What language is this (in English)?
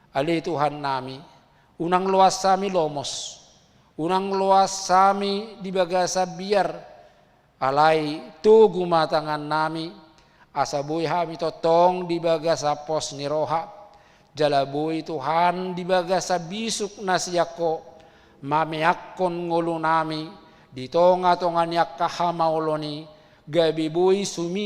Batak Toba